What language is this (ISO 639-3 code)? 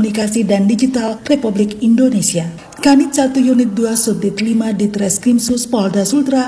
ind